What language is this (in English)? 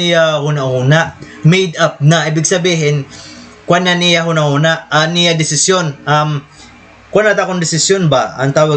Waray